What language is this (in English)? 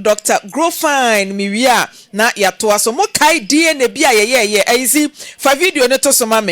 Akan